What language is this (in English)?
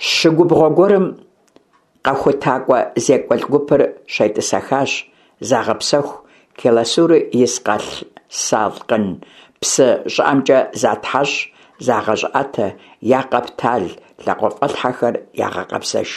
Kabardian